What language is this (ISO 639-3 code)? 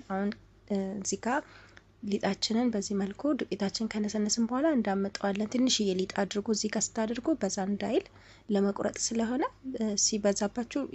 amh